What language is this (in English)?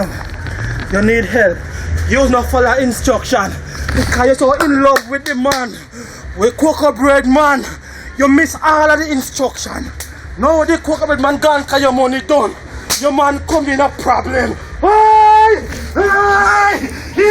Jamaican Creole English